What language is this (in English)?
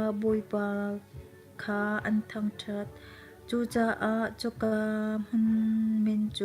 Hakha Chin